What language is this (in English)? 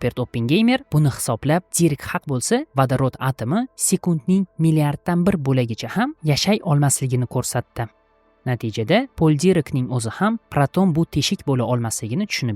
Uzbek